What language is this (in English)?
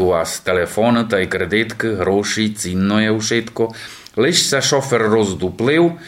Rusyn